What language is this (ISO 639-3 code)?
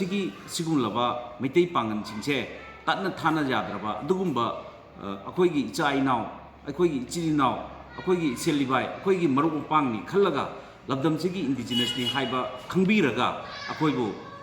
mni